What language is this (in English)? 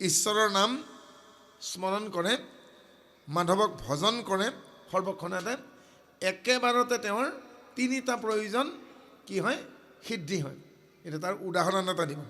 Assamese